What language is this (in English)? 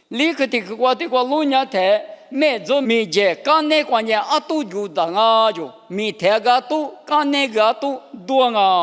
Lisu